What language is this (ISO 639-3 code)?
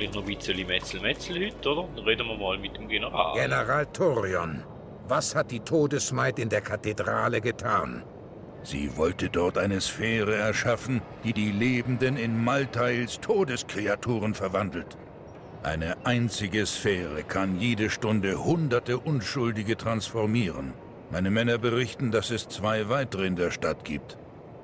gsw